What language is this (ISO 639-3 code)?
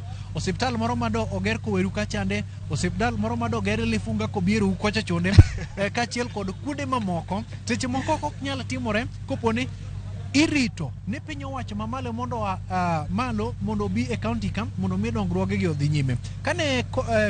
luo